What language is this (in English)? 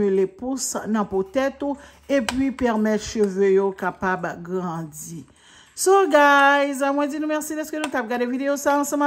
Haitian Creole